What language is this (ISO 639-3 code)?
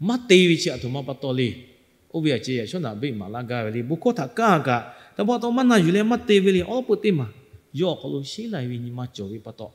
lhu